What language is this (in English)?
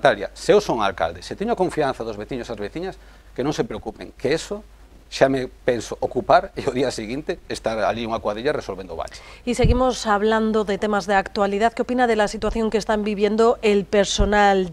Galician